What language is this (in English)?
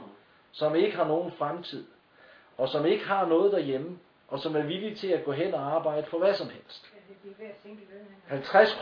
Danish